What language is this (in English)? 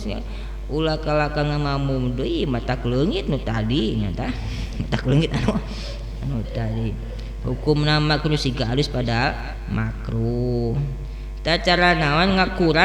Sundanese